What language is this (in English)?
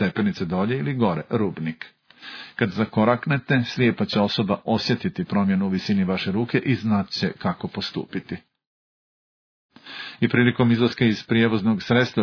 Croatian